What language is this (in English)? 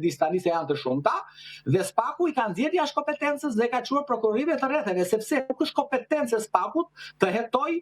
Albanian